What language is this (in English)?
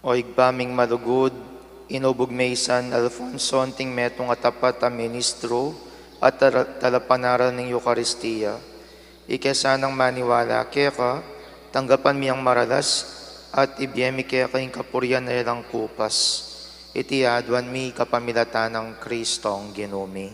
Pampanga